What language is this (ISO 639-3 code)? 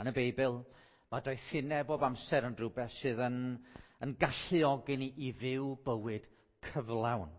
cym